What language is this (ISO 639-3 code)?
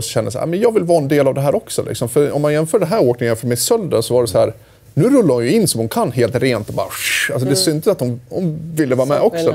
swe